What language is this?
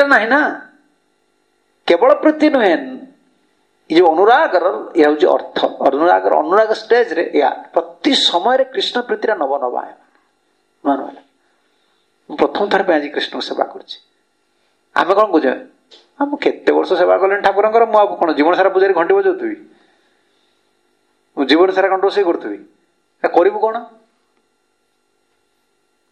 Odia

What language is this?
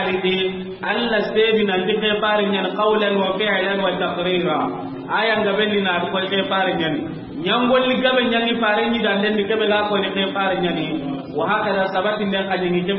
Soninke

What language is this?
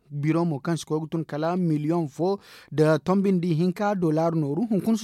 Zarma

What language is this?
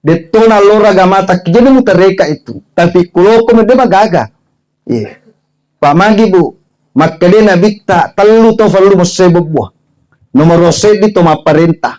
Buginese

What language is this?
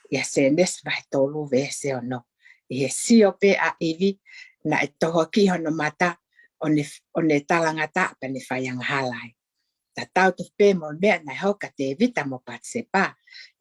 Tongan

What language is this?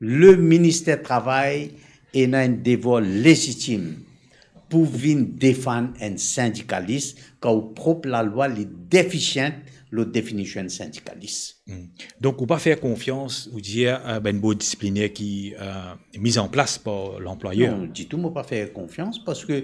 Morisyen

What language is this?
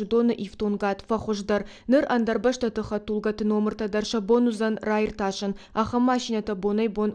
Ossetic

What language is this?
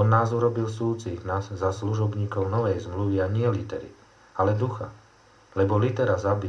Slovak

